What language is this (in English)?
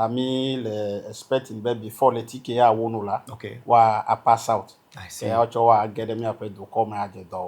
Ewe